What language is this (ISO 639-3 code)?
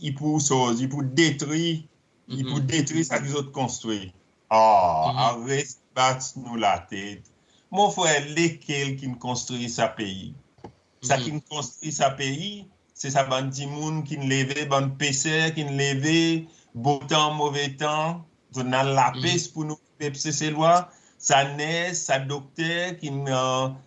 crs